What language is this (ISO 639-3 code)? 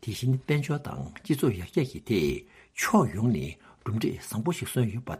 bod